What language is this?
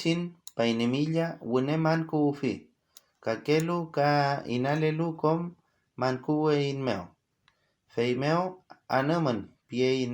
Mapuche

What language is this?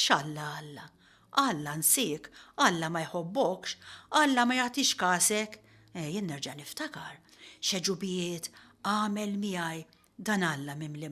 Maltese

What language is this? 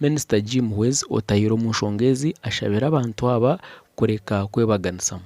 Nyankole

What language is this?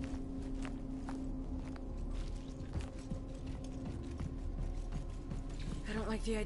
English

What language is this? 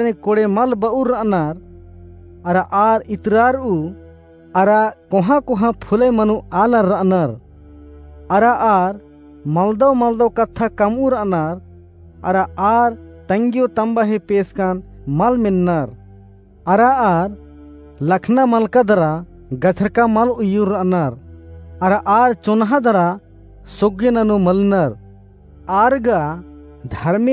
Kurukh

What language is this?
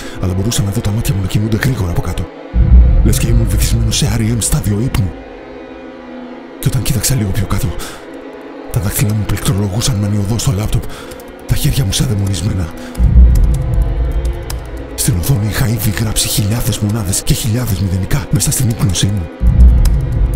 Greek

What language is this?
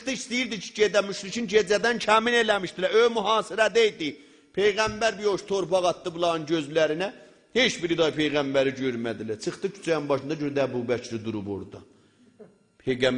South Azerbaijani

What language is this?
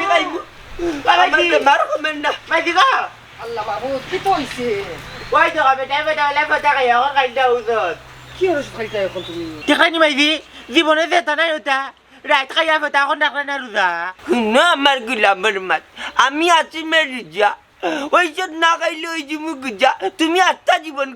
Sylheti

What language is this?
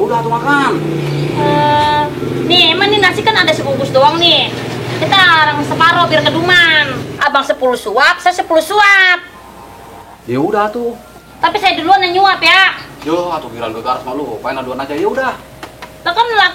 Betawi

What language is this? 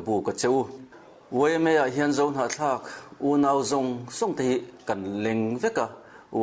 Mizo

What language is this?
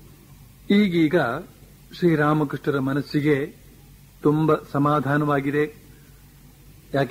Kannada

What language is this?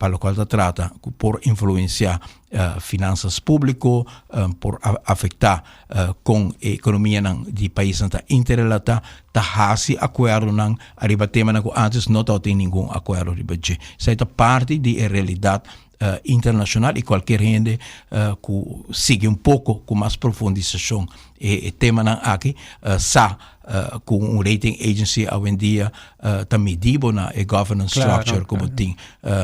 Papiamento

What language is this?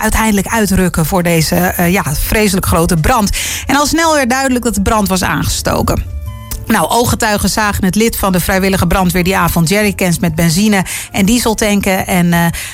Dutch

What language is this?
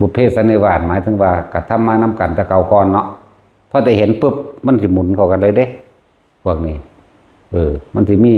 Northeastern Thai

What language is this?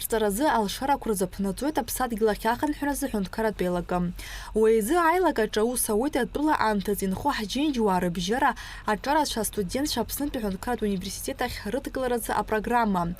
Abkhazian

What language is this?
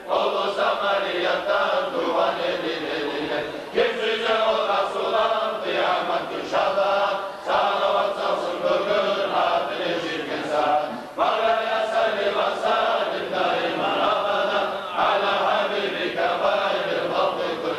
Kumyk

